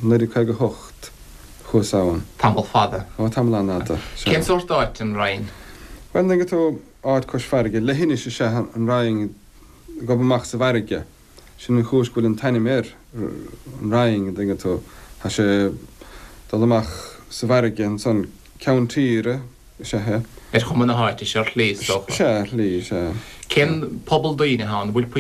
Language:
Irish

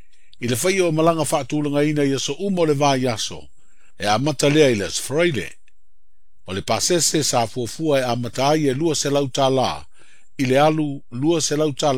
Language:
Samoan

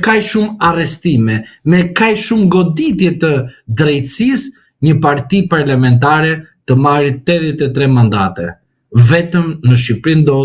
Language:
Albanian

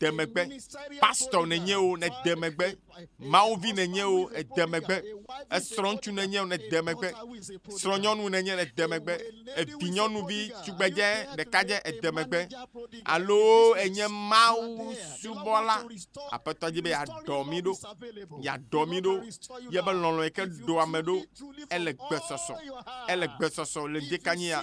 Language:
Ewe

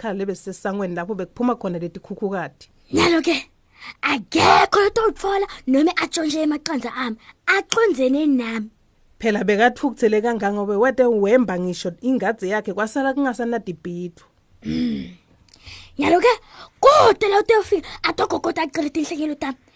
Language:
Swati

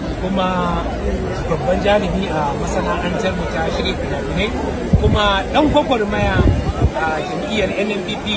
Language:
Hausa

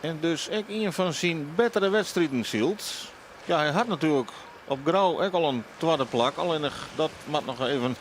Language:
Western Frisian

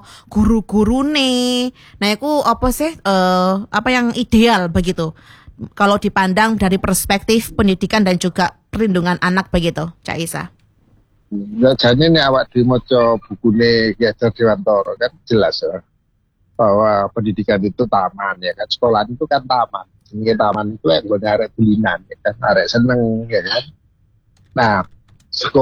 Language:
Indonesian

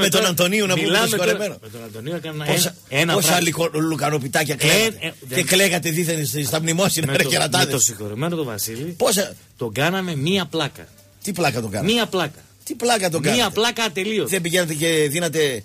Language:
Greek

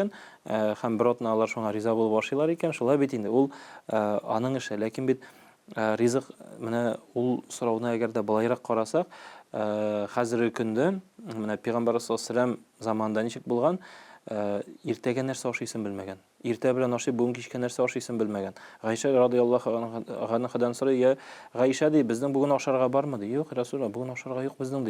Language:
Tatar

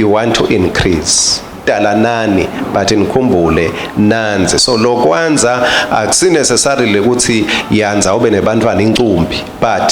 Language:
Swati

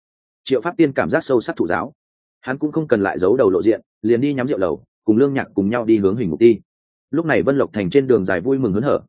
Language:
Vietnamese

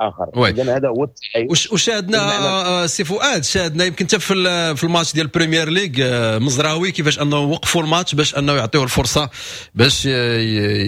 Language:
Moroccan Arabic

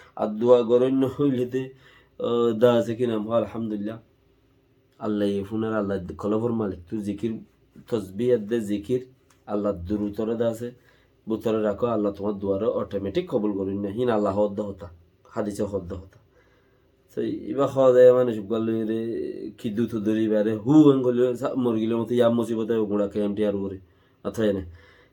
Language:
Rohingya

